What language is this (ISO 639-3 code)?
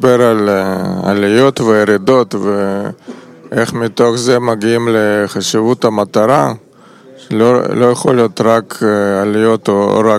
heb